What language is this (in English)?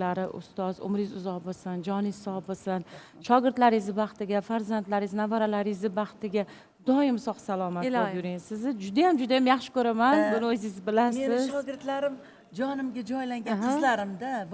Uzbek